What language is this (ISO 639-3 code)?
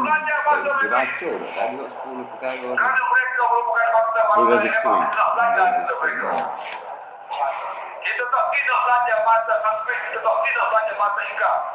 msa